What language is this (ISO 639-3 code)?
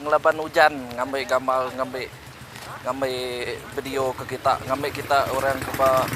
iba